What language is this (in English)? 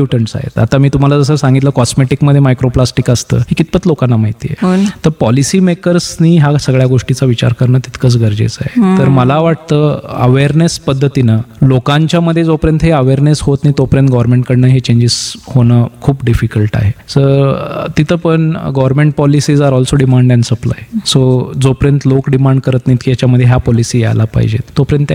Marathi